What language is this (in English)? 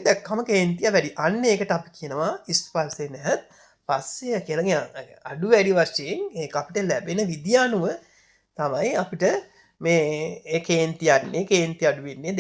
Sinhala